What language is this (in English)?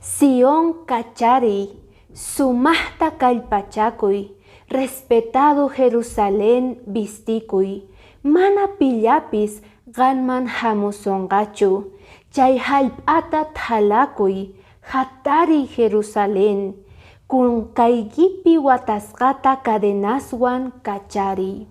Quechua